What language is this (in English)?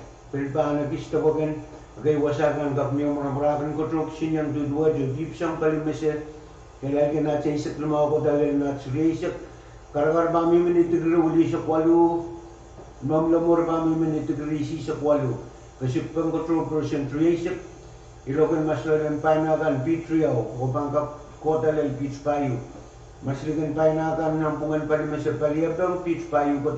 Pohnpeian